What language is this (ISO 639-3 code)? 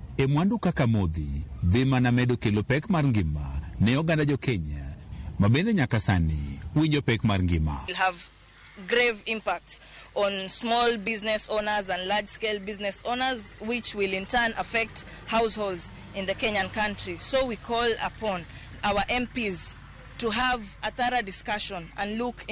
luo